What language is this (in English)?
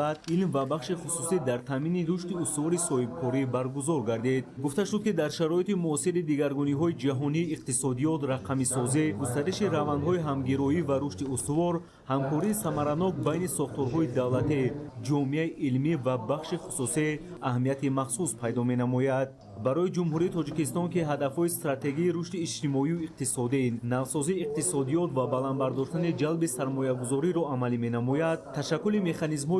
Tajik